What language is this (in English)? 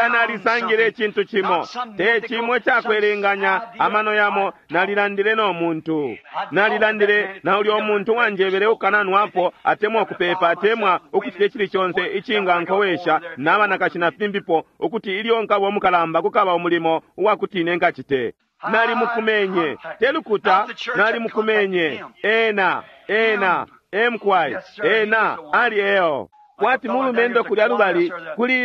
Bemba